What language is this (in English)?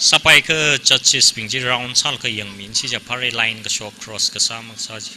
Tangkhul Naga (India)